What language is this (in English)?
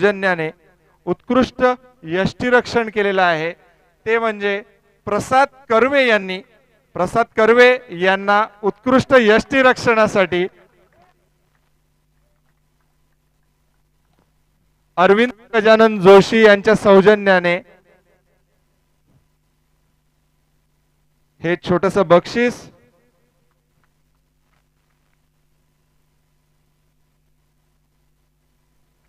Marathi